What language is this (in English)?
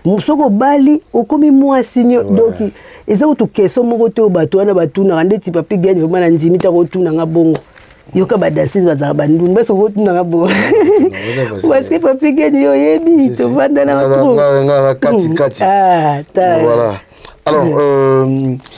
Lingala